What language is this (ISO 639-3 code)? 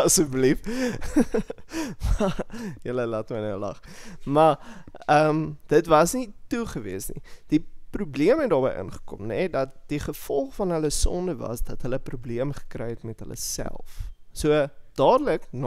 afr